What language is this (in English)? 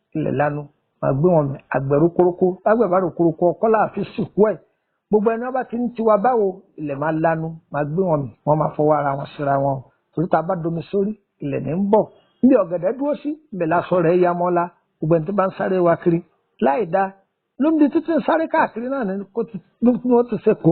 Yoruba